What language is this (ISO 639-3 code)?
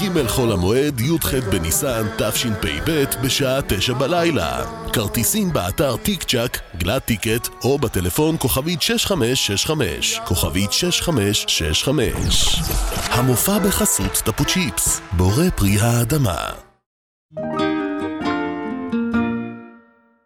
heb